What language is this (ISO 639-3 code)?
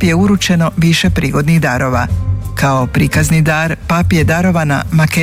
hrv